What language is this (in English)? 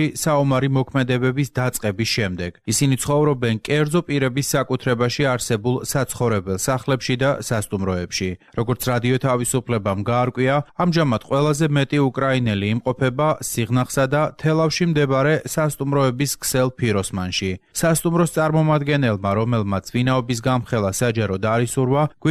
Georgian